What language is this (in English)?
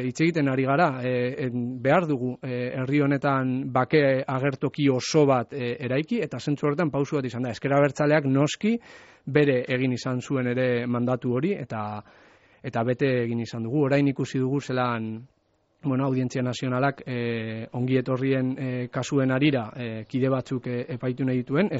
Basque